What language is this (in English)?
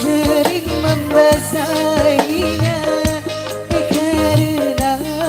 Betawi